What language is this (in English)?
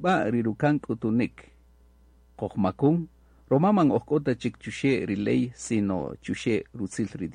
Kaqchikel